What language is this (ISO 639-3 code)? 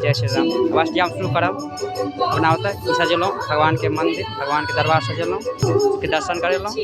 mai